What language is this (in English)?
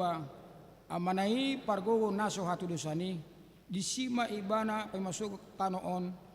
Batak Toba